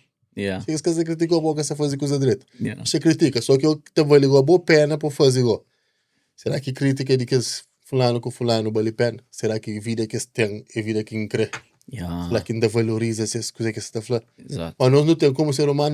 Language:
Kabuverdianu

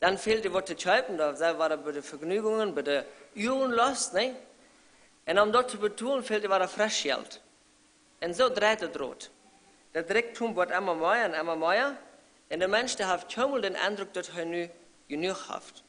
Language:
Plautdietsch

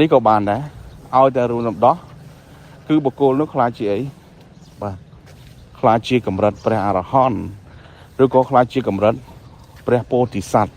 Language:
Khmer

